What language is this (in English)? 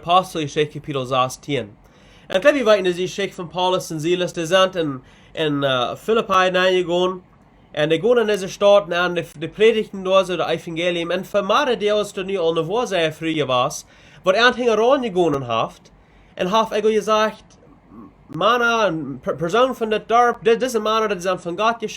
Plautdietsch